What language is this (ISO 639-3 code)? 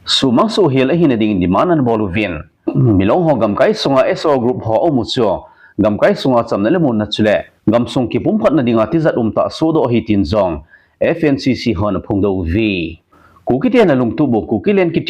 tcz